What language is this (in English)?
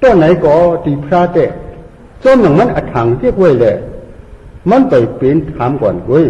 Shan